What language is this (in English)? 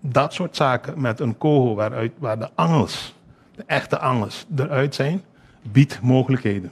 Papiamento